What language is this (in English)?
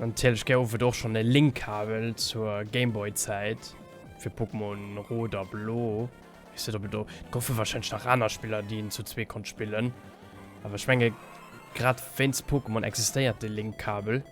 Luxembourgish